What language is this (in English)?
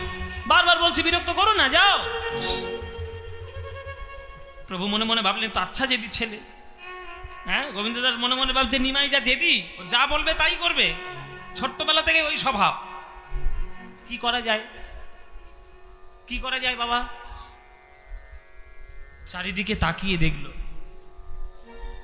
Bangla